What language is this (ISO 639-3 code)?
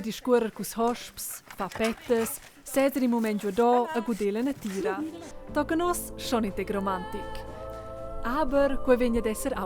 roh